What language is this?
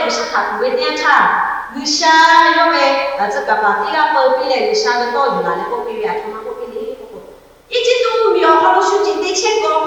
Lahu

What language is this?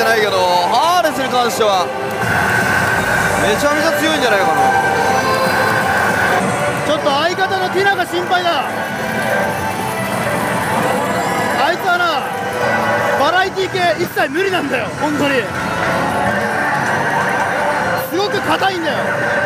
Japanese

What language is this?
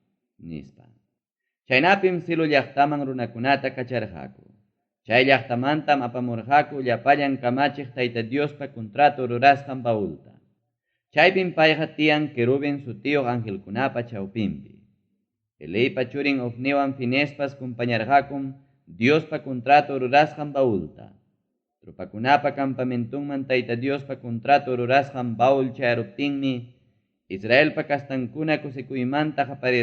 Ayacucho Quechua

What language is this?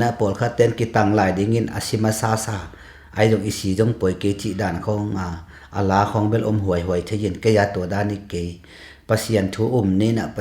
Tedim Chin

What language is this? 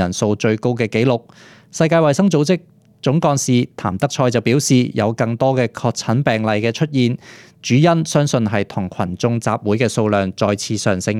Cantonese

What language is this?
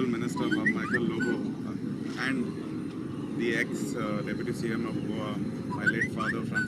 Konkani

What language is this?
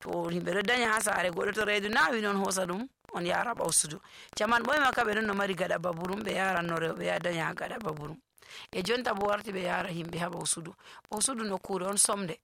Nigerian Fulfulde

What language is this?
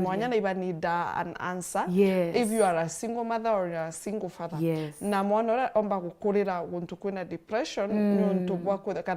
Meru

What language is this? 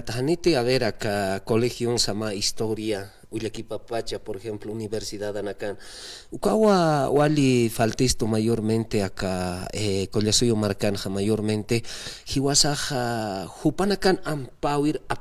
Aymara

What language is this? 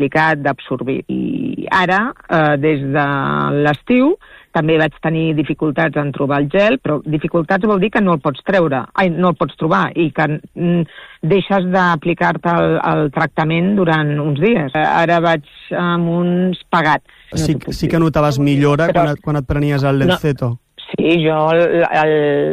Catalan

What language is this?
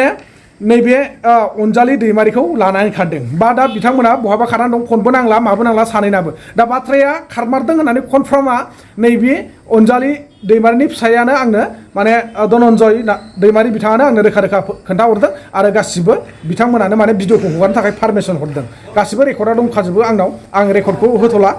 Bodo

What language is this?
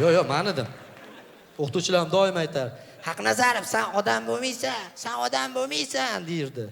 Uzbek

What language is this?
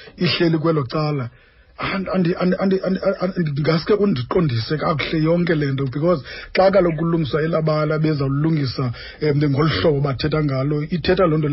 Xhosa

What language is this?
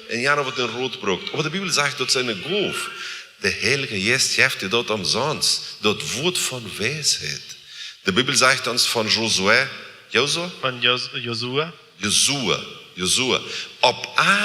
Plautdietsch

